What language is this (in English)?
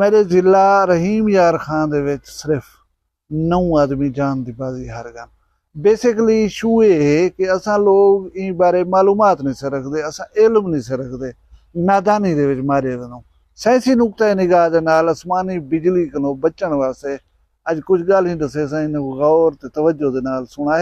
Saraiki